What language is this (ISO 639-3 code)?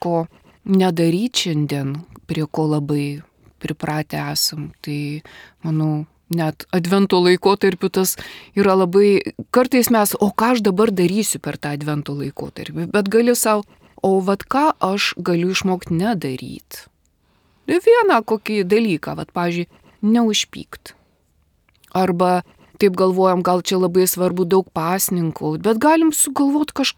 lit